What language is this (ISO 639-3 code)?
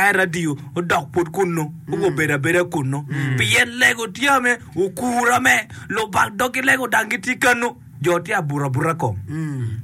ach